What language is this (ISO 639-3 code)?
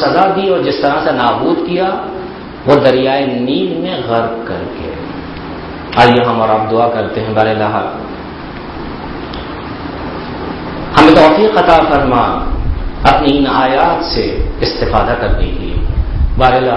urd